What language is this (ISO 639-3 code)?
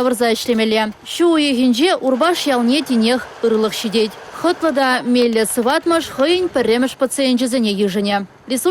chv